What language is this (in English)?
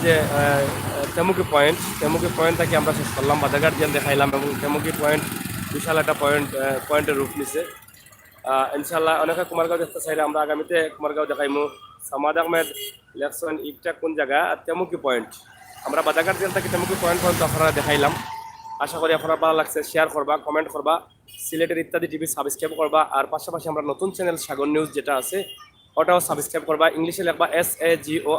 Sylheti